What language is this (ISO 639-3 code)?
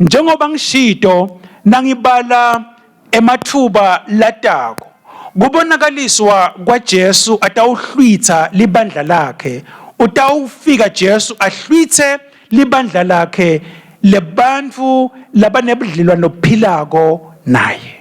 ssw